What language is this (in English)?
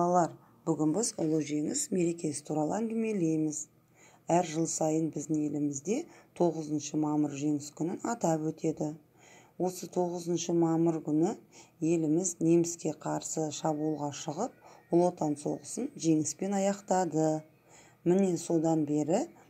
Kazakh